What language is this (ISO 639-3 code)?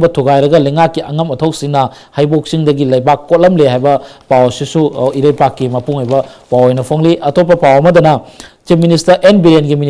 mni